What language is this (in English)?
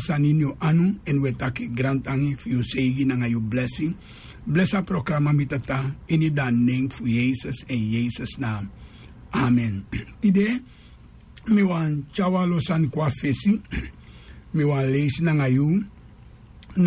Sranan Tongo